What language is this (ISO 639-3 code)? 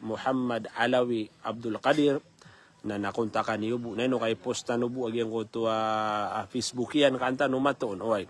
mrw